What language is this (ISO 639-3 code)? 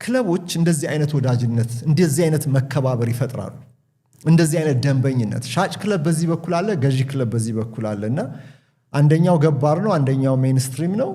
amh